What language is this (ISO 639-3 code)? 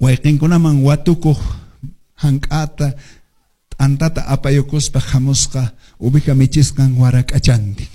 que